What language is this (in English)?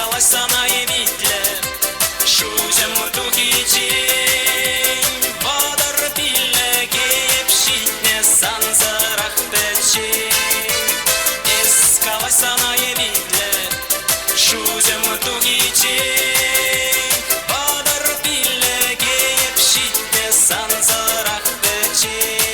Chuvash